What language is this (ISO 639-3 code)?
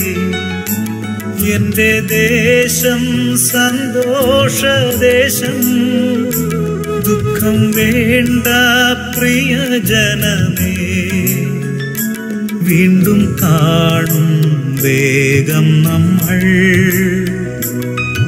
mal